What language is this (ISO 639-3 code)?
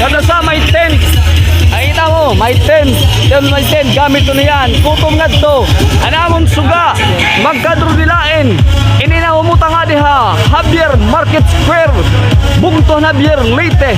war